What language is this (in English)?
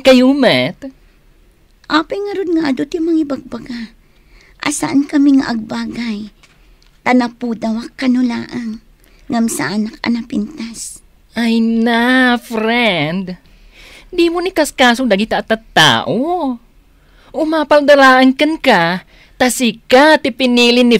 Iloko